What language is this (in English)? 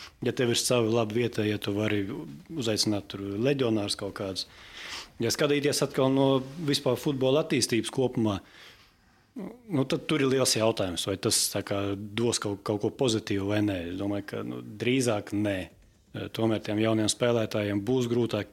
Latvian